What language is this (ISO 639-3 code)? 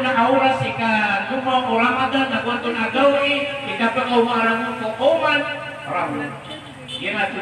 mrw